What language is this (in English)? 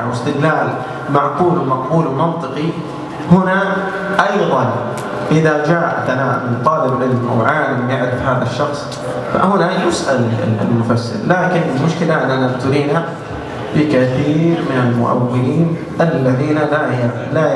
Arabic